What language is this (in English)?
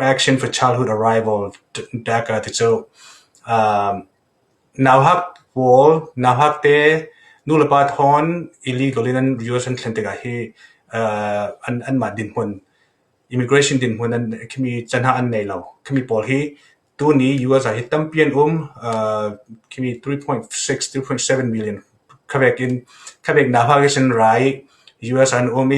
Falam Chin